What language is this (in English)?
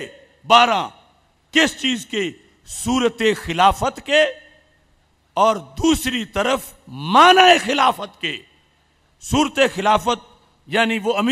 Urdu